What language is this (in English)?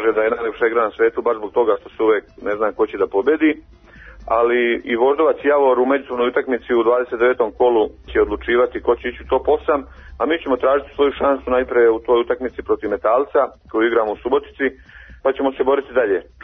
Serbian